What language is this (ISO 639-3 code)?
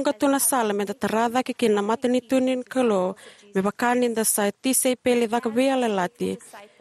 fij